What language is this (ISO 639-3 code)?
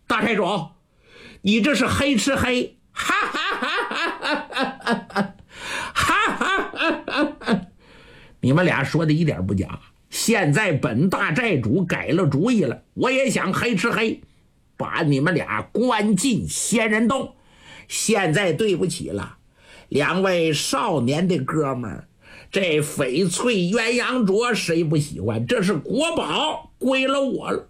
zho